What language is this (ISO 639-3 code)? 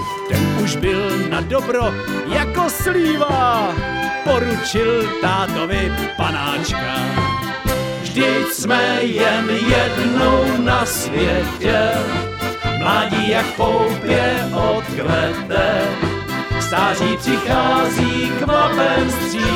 ces